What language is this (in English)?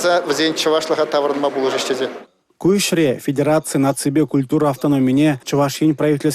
Chuvash